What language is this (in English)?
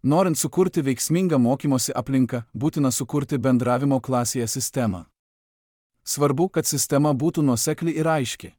Lithuanian